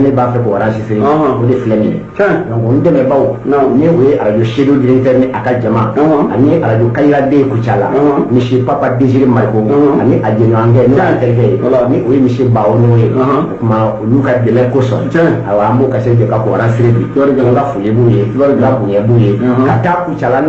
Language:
Bambara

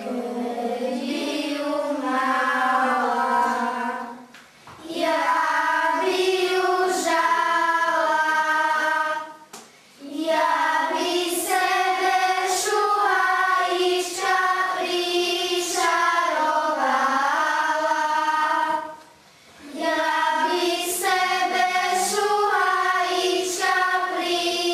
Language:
Slovak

